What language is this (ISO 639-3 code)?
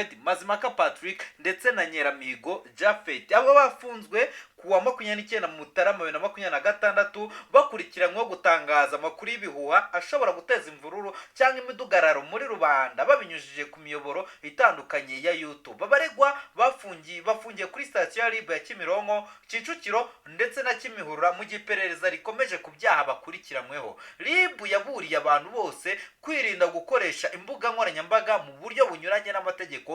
kin